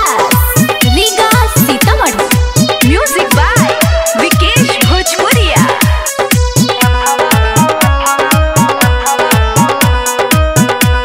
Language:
Bhojpuri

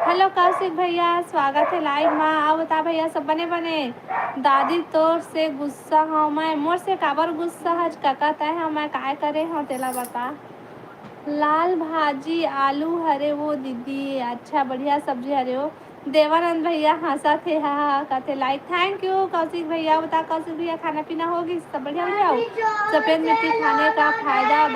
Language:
Chhattisgarhi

